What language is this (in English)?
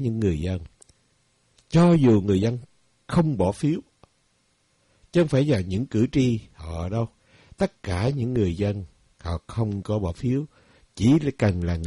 Vietnamese